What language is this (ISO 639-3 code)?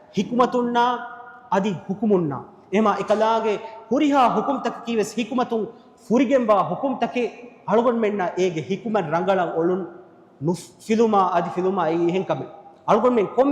div